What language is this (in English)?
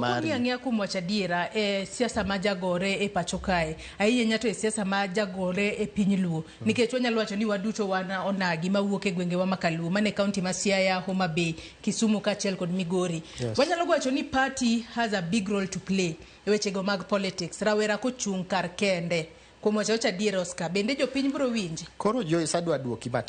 Luo (Kenya and Tanzania)